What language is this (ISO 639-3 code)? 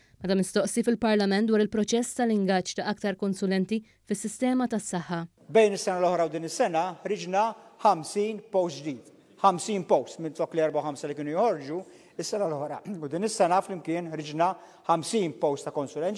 mlt